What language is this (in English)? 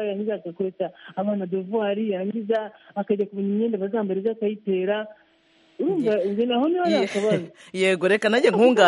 Kinyarwanda